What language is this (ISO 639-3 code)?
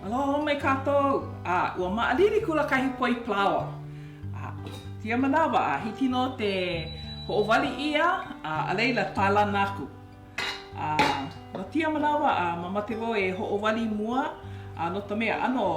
haw